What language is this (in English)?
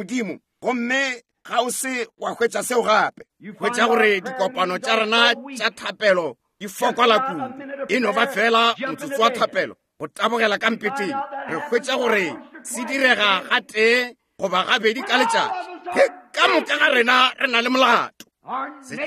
Northern Sotho